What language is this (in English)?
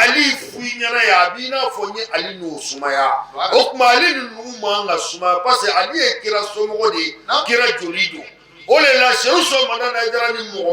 Bambara